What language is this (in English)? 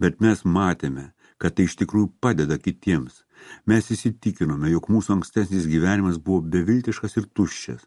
Lithuanian